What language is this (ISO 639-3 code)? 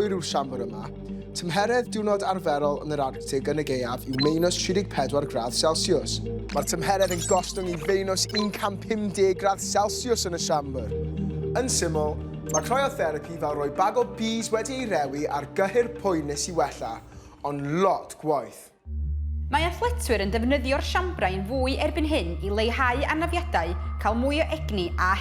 cym